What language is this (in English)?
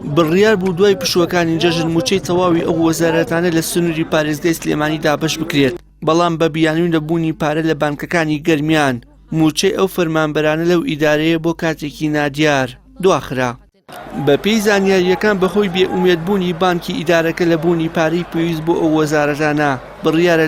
Central Kurdish